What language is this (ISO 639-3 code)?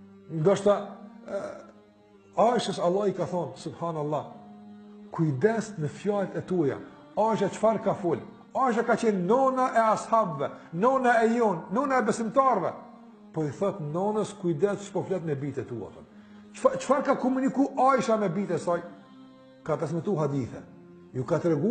sqi